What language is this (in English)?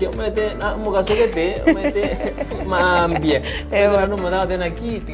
Gusii